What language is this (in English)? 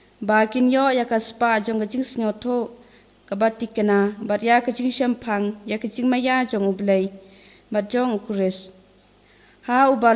Khasi